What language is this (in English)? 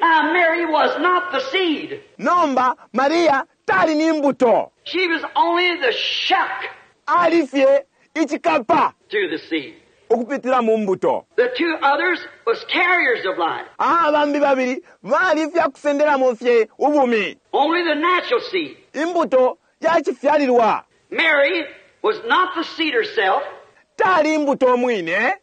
Bemba